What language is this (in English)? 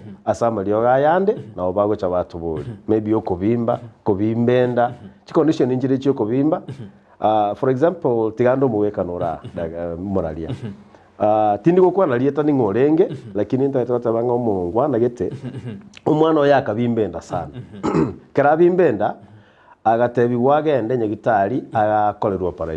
Gusii